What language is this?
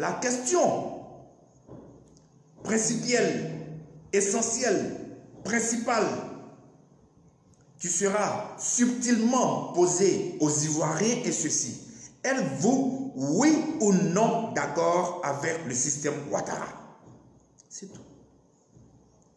French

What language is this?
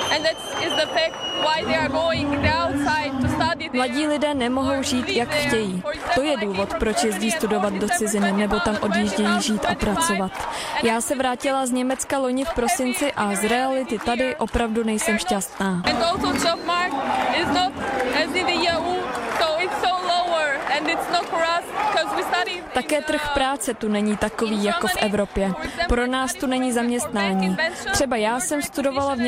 Czech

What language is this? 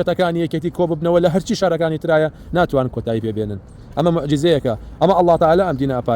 Central Kurdish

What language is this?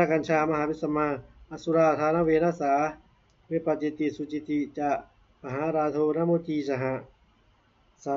Pali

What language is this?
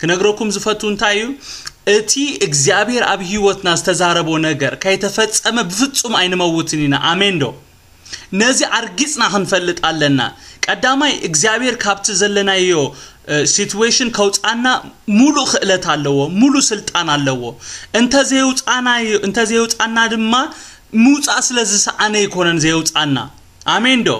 Tigrinya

